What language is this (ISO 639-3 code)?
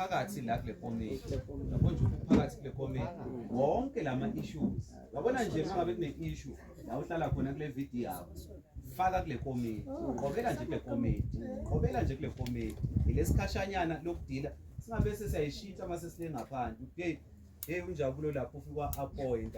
zul